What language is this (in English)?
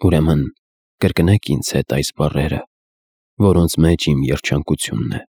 Armenian